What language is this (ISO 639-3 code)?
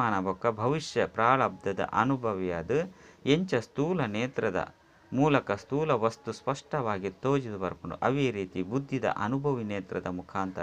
tcy